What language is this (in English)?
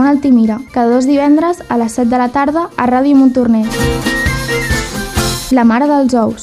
Catalan